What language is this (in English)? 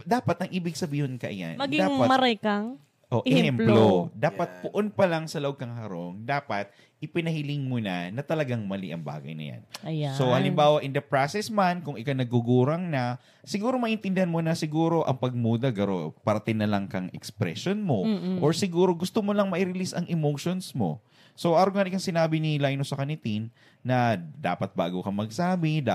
Bikol